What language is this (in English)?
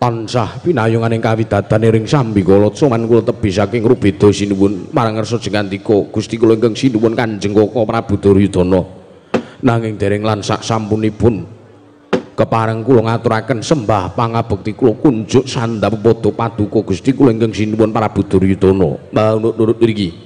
Javanese